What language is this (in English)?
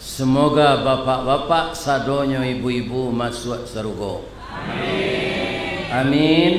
Minangkabau